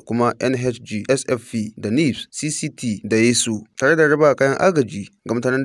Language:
Hausa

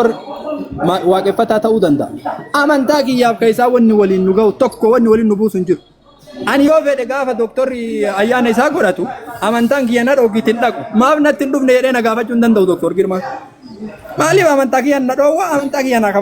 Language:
Oromo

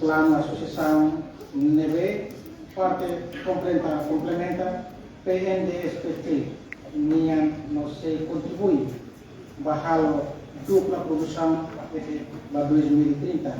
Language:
Tetum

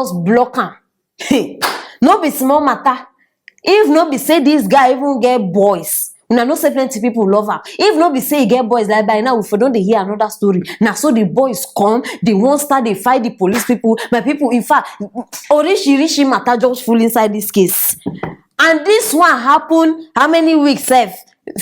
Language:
Nigerian Pidgin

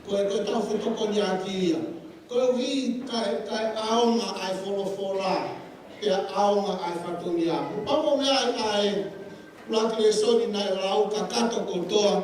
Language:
Tongan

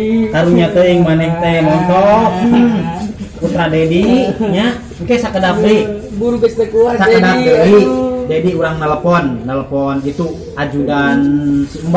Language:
Sundanese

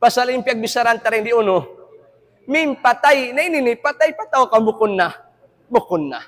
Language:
Tausug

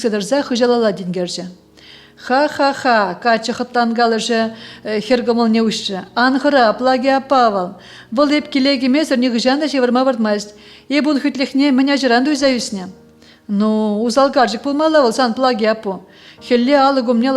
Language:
Chuvash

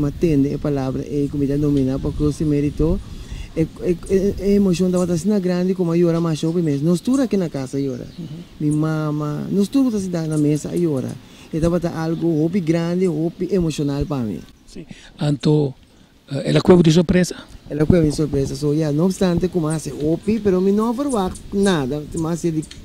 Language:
Papiamento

